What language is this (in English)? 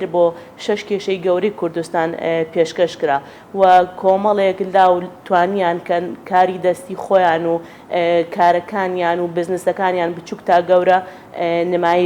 Central Kurdish